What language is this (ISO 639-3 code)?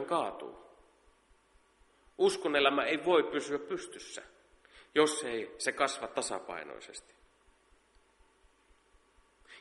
fin